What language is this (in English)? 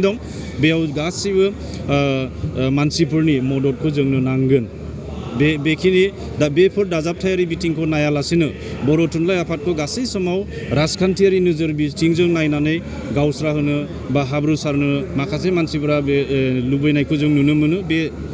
Bodo